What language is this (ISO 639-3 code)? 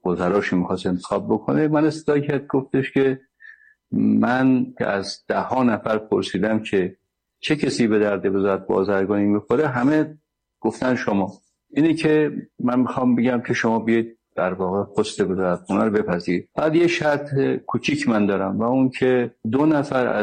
fas